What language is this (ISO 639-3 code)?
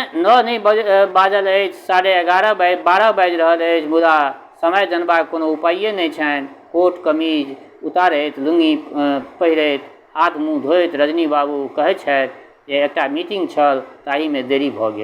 mai